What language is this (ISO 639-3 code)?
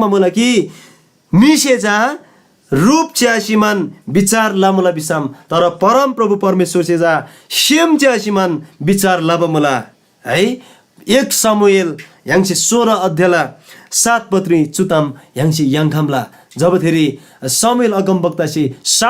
taj